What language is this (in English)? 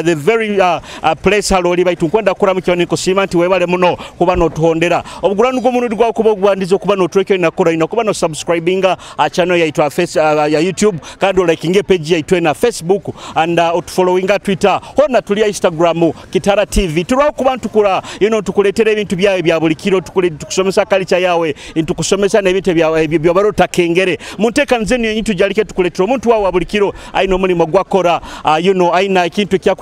Nyoro